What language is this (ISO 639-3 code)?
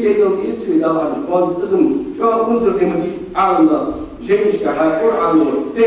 inh